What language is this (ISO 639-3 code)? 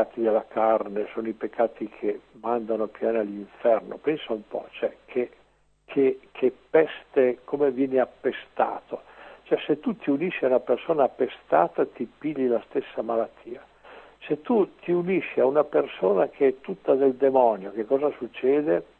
ita